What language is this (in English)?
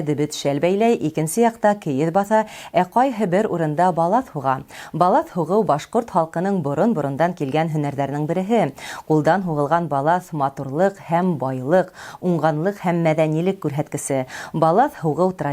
Bashkir